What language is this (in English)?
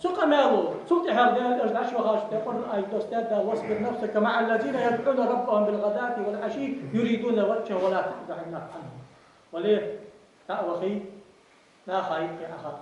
Ingush